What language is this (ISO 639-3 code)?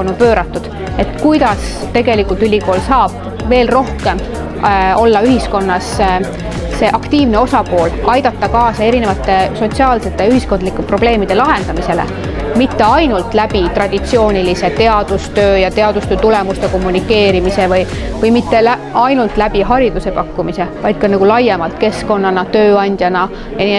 est